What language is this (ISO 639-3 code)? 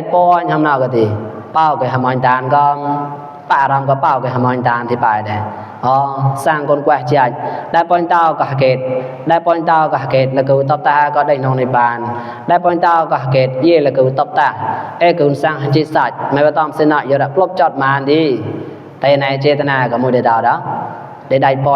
mnw